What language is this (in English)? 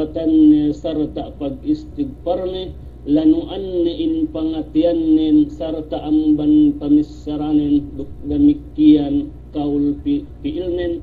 Yakan